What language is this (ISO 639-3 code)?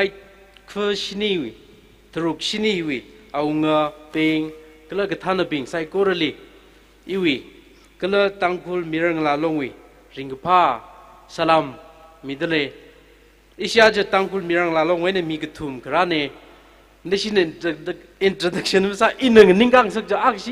nmf